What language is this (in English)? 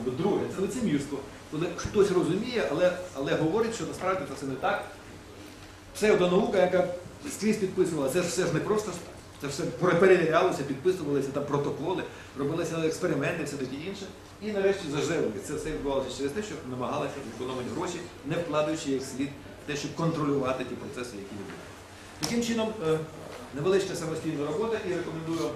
Ukrainian